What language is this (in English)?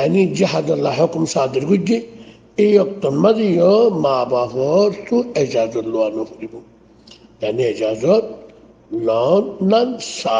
Rohingya